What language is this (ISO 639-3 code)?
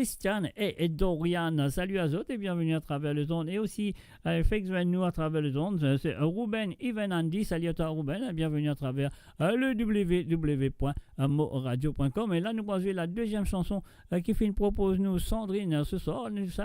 mfe